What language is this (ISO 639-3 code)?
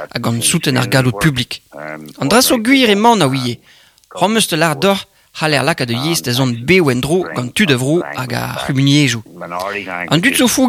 bre